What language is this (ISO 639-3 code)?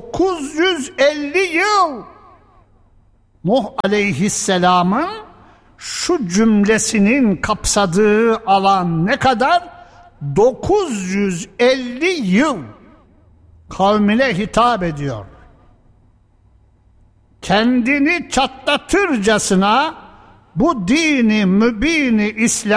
tur